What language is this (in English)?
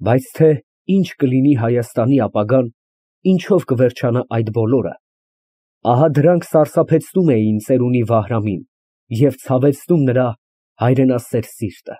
Armenian